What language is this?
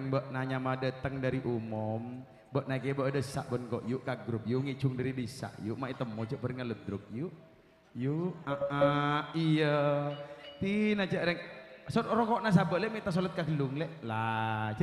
Madurese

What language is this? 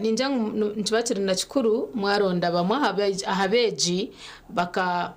Nyankole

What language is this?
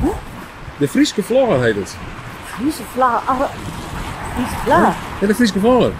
Western Frisian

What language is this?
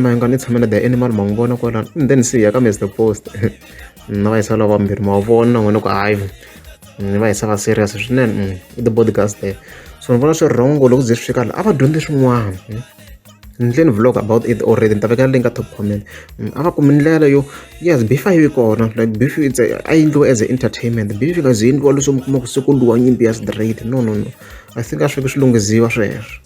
Tsonga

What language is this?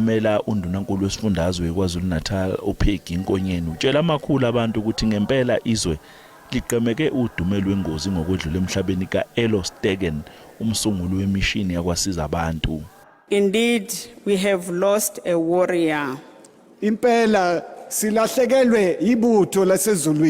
Zulu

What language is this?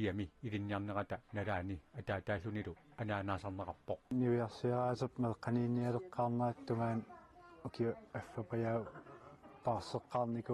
Kalaallisut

